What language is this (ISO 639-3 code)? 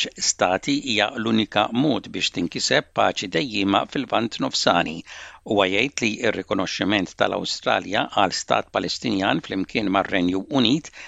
mlt